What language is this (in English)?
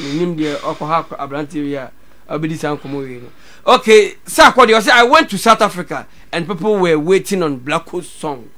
Akan